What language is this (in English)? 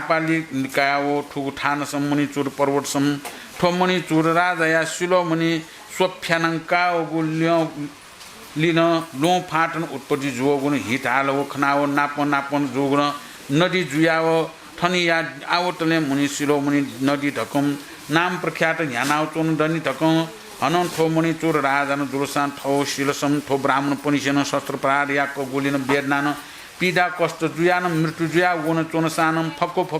Newari